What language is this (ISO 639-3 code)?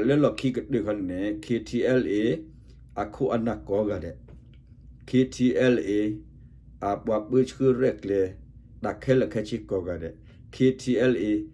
ksw